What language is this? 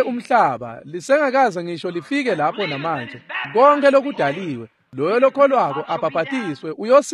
Swati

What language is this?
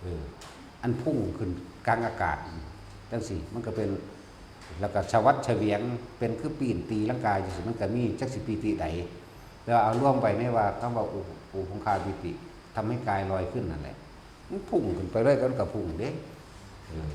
Northeastern Thai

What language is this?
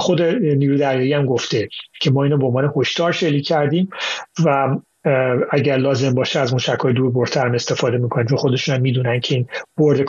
Persian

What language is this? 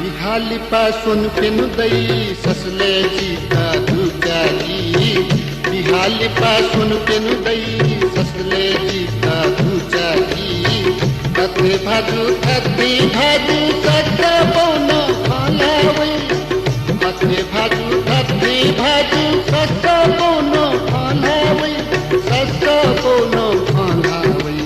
Newari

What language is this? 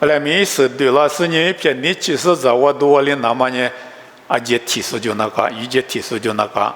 Lisu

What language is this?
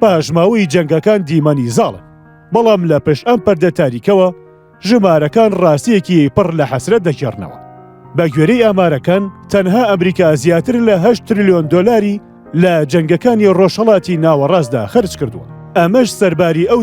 Central Kurdish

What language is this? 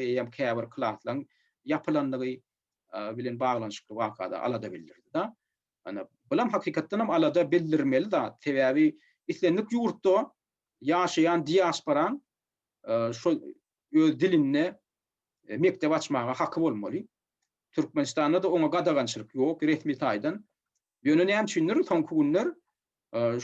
Turkmen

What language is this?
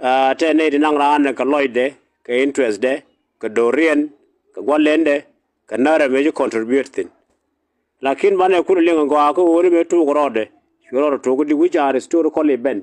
Nuer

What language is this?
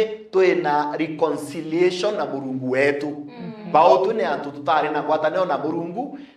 Meru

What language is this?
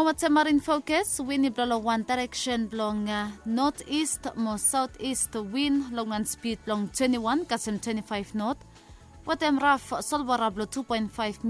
Bislama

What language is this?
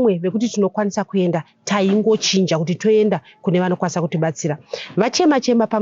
Shona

